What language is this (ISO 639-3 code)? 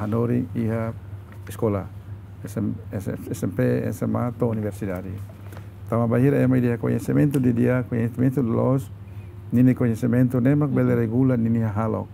tet